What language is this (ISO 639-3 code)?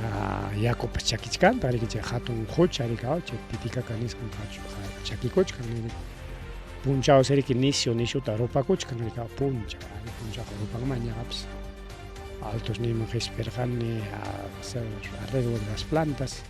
quy